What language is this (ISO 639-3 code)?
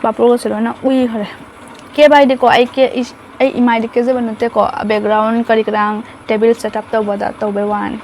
mni